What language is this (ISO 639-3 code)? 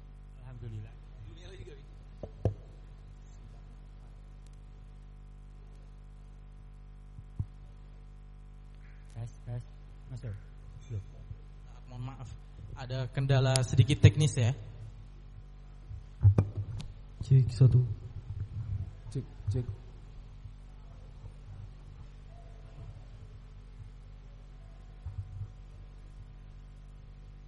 ind